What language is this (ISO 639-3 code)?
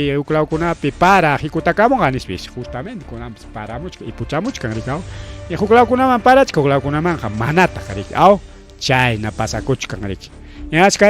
quy